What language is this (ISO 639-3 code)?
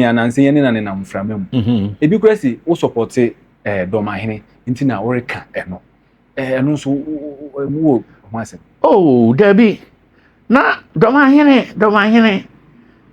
aka